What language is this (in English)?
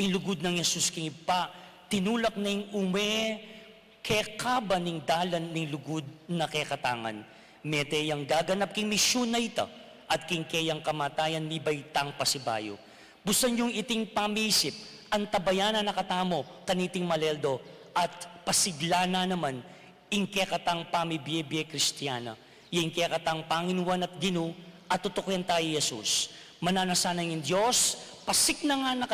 Pampanga